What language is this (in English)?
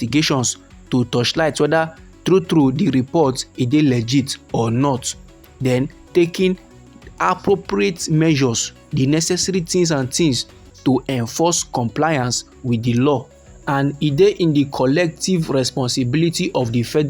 Nigerian Pidgin